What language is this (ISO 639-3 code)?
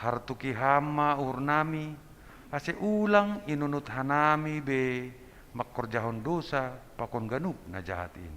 bts